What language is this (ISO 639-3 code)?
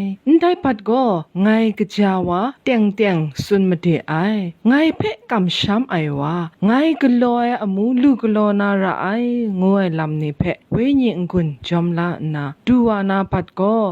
kac